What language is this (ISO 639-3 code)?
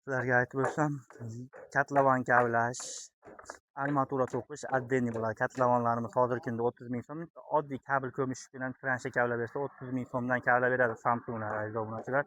uzb